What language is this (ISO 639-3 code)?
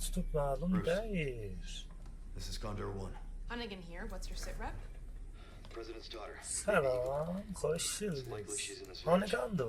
azb